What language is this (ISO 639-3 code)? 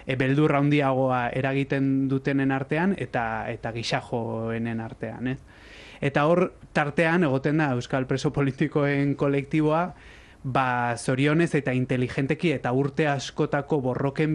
eus